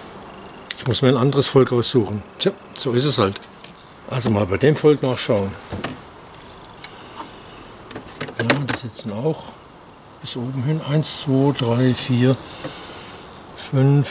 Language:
German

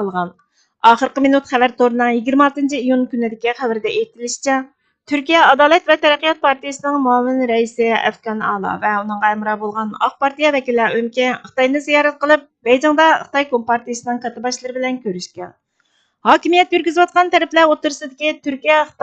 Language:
Uyghur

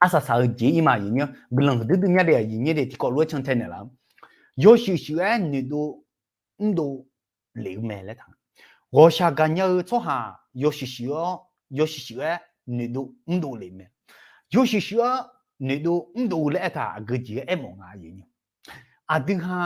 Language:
Akha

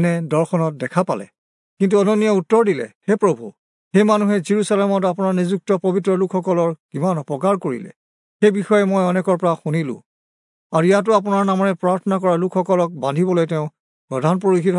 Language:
Assamese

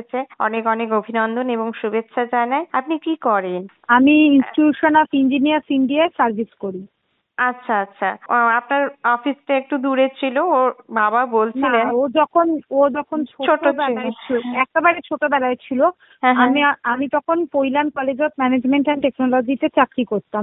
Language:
Bangla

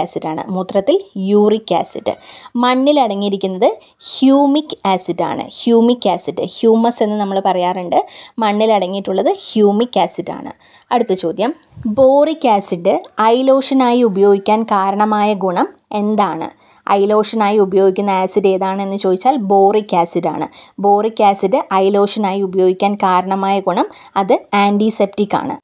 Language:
Malayalam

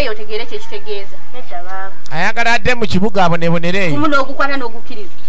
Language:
Ganda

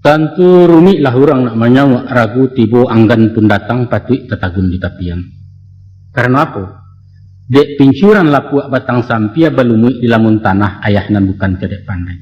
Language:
Minangkabau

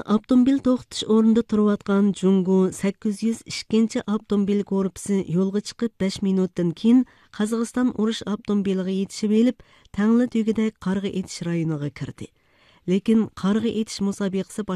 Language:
Uyghur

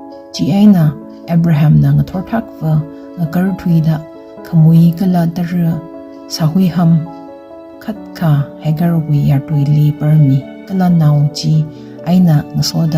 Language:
Tangkhul Naga (India)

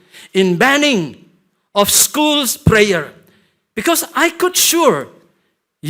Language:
Tangkhul Naga (India)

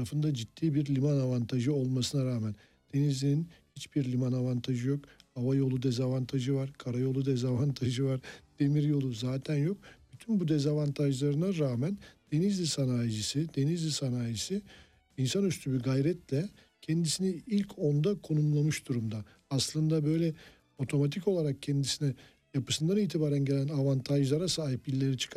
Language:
Turkish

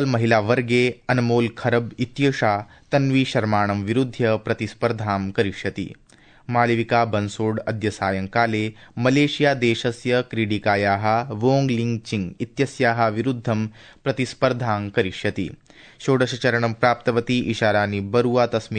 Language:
Sanskrit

